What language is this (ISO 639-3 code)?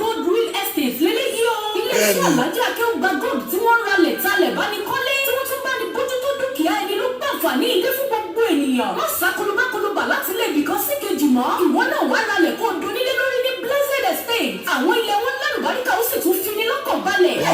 yor